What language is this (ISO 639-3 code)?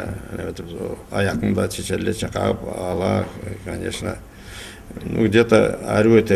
krc